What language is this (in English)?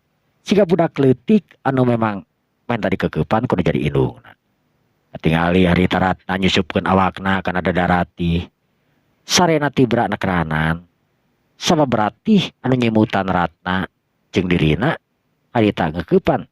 Sundanese